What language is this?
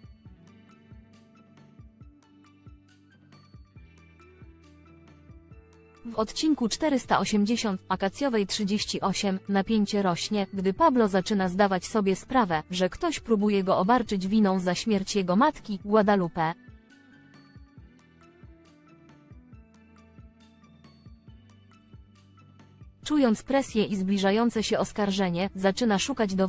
Polish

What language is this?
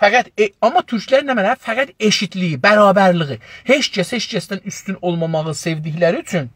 South Azerbaijani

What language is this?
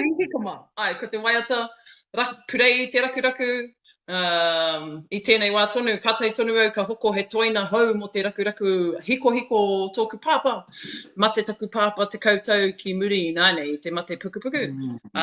Māori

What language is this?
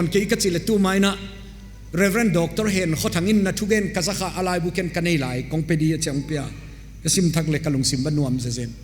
Paite Chin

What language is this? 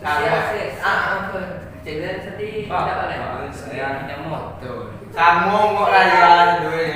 Minangkabau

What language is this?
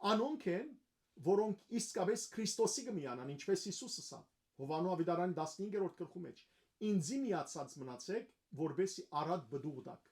Western Armenian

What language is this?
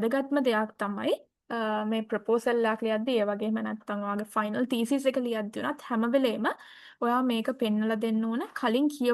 Sinhala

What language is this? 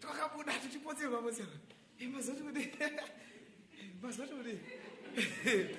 Shona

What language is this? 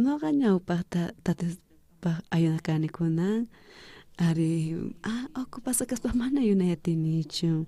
South Bolivian Quechua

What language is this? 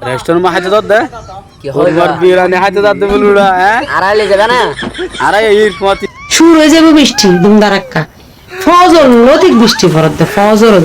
Rohingya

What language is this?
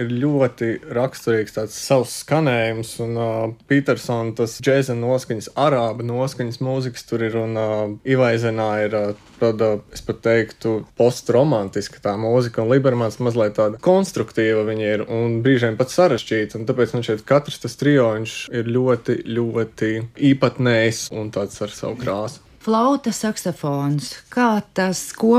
Latvian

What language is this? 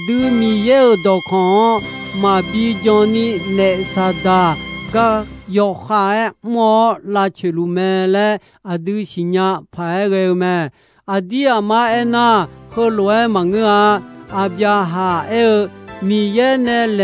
Akha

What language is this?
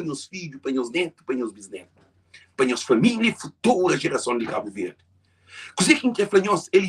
Kabuverdianu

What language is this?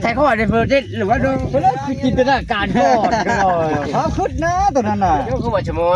Northeastern Thai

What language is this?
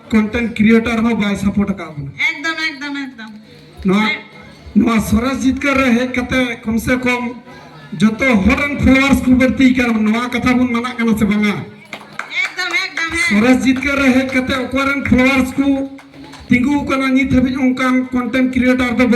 Santali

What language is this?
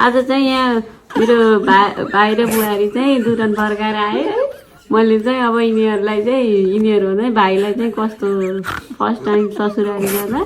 Nepali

